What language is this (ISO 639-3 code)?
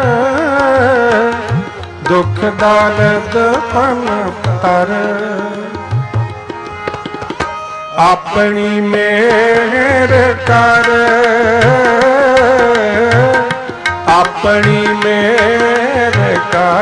pan